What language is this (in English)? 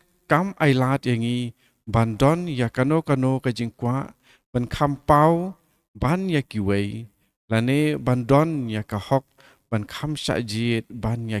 Khasi